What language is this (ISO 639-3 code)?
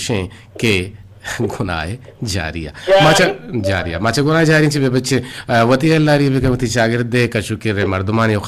bgp